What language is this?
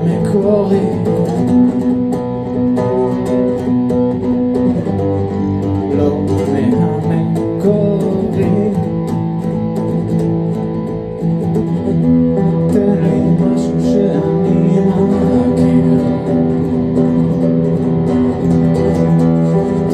Hebrew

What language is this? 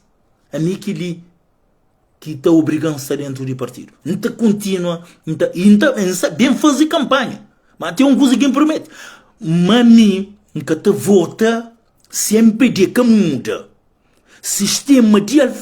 Kabuverdianu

